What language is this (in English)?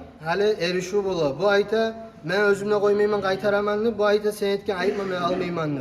Kumyk